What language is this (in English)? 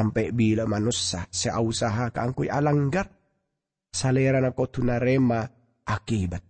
Madurese